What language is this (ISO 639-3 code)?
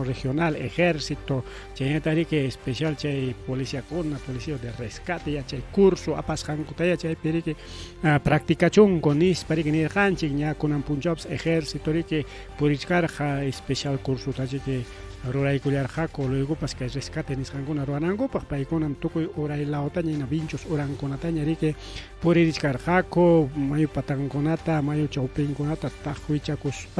quy